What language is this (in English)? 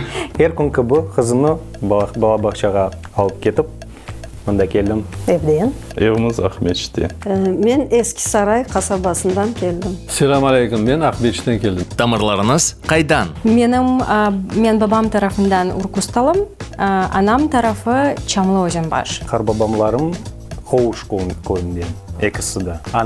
Crimean Tatar